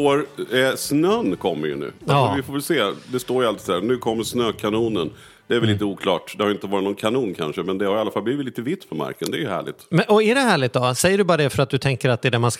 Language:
Swedish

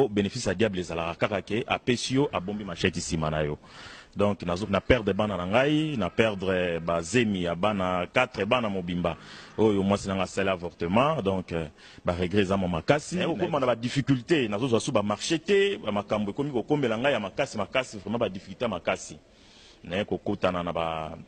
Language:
Lingala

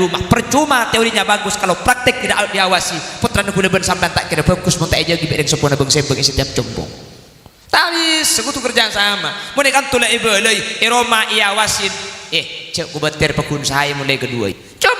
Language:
Madurese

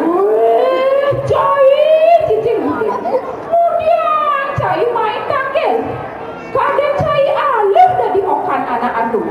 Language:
Balinese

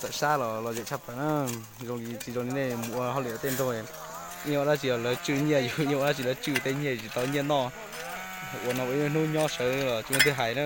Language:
Hmong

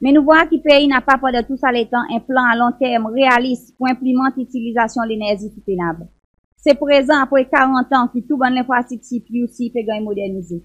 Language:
Seselwa Creole French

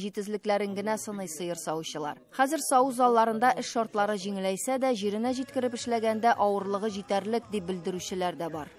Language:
Tatar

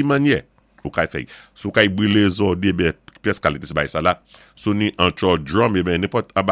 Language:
Saint Lucian Creole French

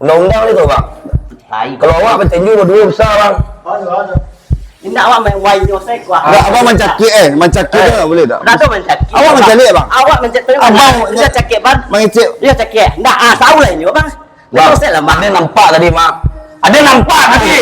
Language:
Minangkabau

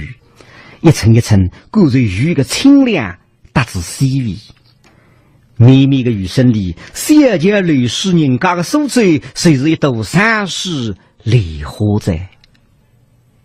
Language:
Wu Chinese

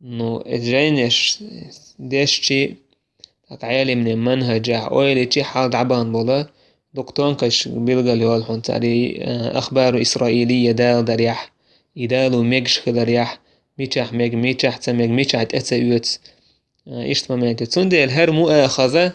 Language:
Chechen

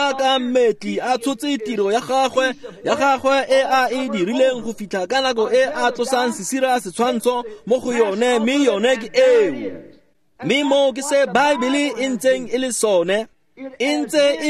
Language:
Tswana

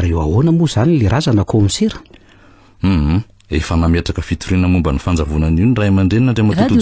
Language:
Malagasy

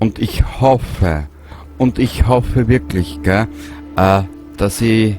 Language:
Bavarian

